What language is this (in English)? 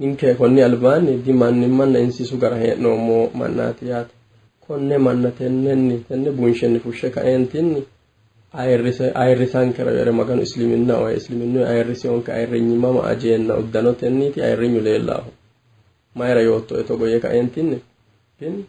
Sidamo